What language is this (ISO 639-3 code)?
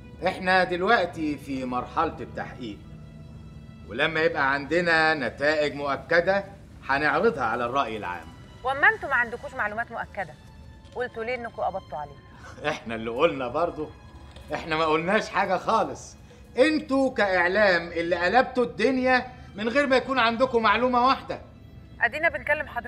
arz